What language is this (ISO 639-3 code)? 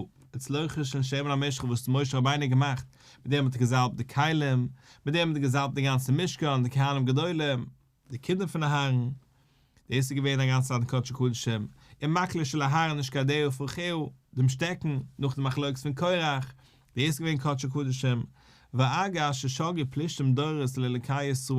yid